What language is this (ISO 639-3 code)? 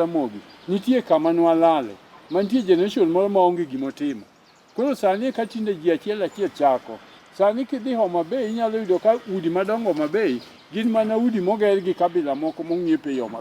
luo